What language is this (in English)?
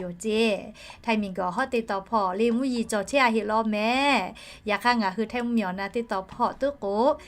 Lahu